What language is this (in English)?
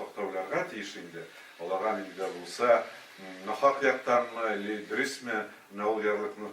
Tatar